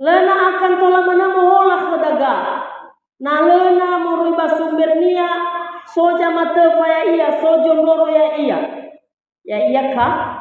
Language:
Nias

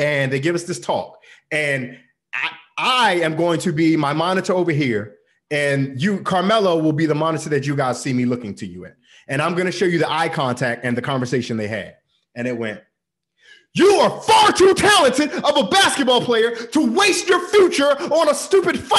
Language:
English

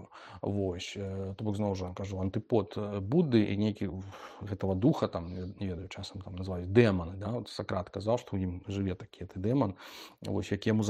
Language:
Belarusian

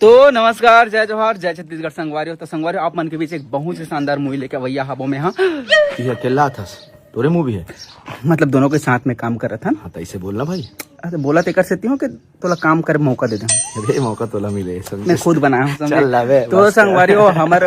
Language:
Chhattisgarhi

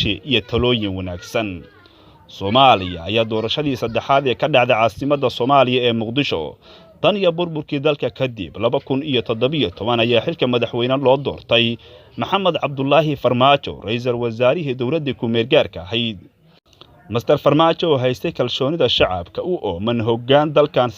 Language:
Somali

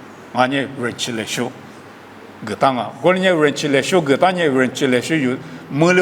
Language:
Lisu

